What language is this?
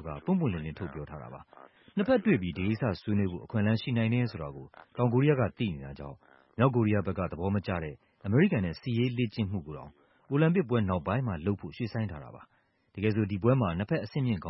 Burmese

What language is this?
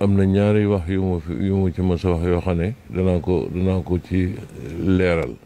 Wolof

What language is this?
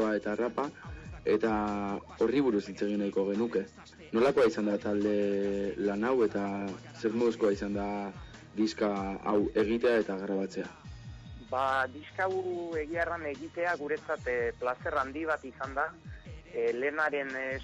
Basque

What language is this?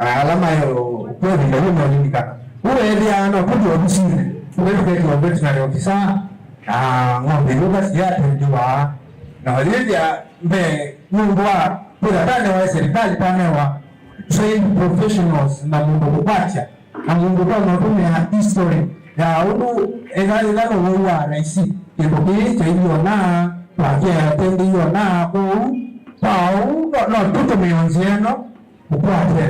Kamba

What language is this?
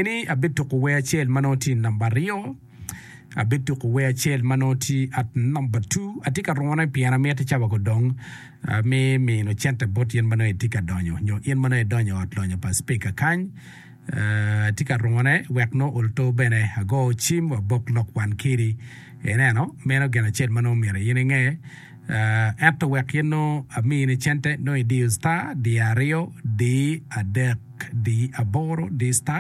Acoli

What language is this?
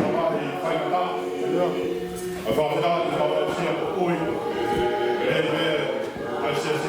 Tongan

